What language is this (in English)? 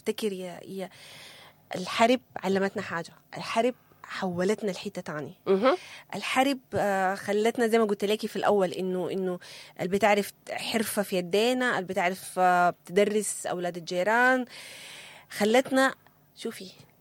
Sudanese Arabic